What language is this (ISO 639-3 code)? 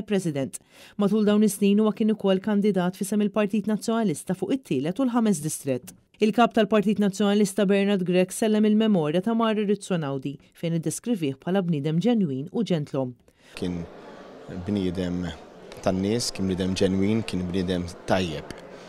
mlt